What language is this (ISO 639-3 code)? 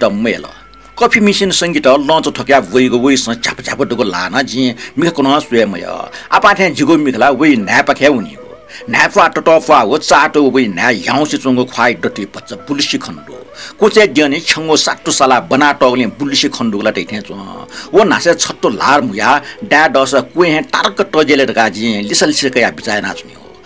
new